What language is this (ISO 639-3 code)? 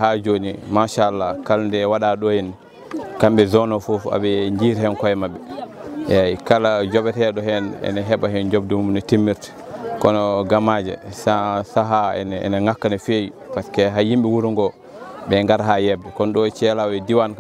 ful